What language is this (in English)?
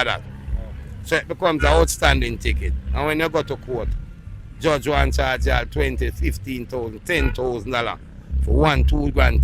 Jamaican Creole English